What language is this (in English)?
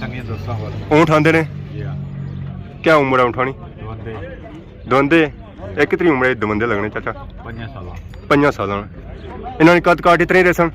Pahari-Potwari